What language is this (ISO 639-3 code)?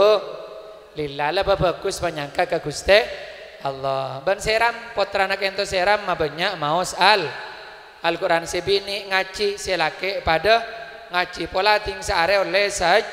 mad